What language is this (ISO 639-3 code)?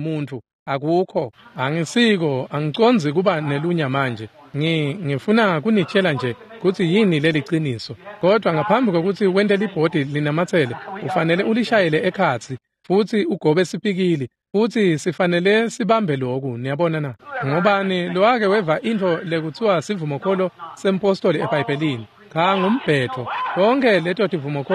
ssw